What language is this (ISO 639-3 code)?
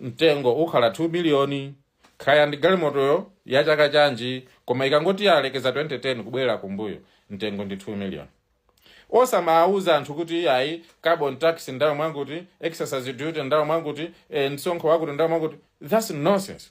nya